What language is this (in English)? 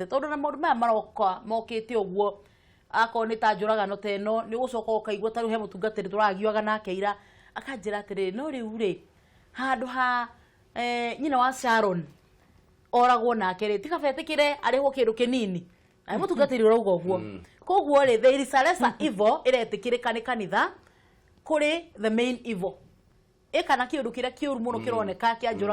Kikuyu